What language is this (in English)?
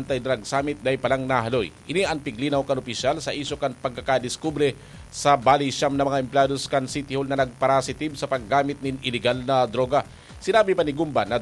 Bikol